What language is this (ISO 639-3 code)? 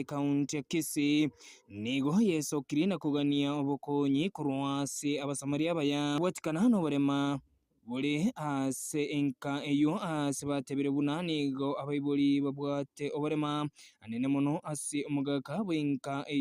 guz